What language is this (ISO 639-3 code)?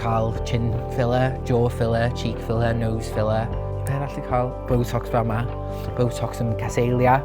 cym